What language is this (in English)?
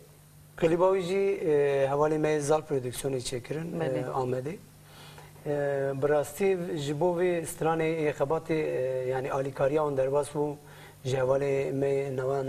Kurdish